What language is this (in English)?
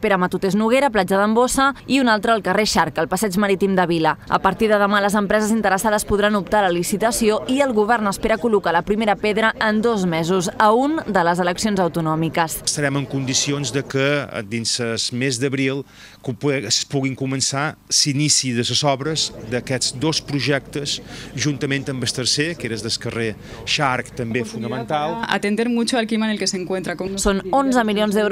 Catalan